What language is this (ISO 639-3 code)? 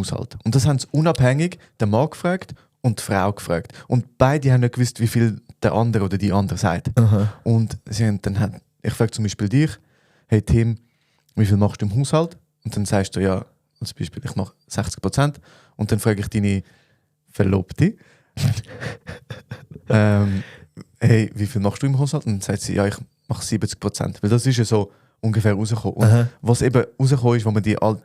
gsw